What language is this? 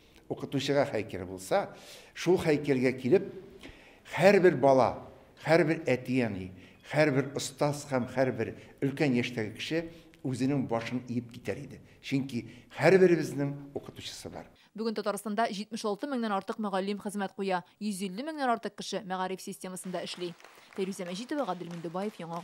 Tatar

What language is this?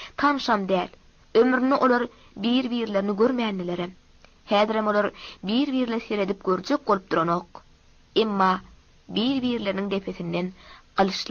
Turkmen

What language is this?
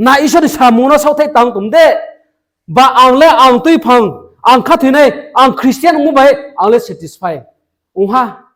Riang (India)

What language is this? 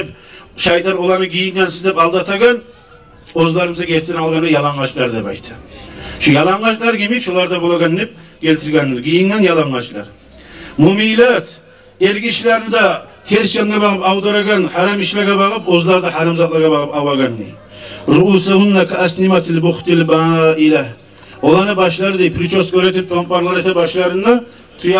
Kumyk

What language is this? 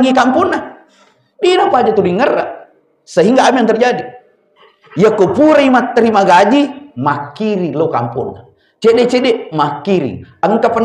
Buginese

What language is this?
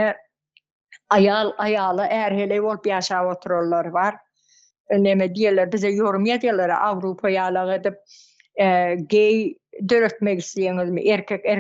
Turkmen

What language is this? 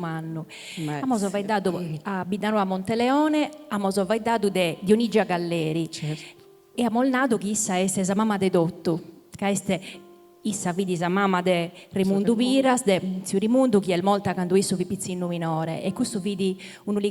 Sardinian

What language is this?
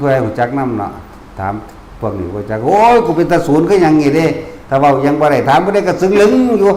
Lao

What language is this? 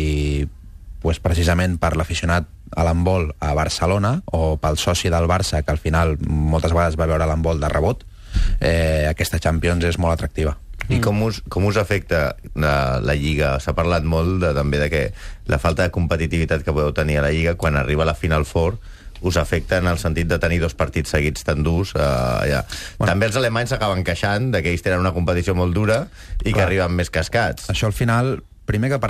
Catalan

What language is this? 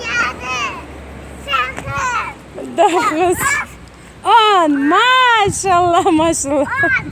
Crimean Tatar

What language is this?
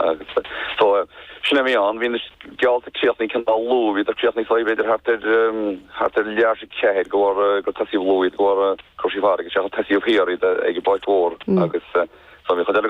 Irish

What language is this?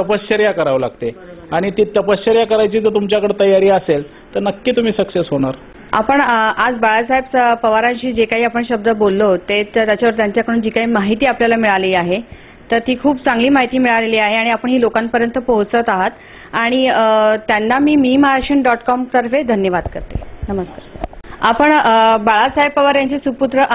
Marathi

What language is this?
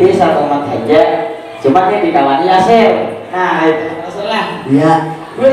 Banjar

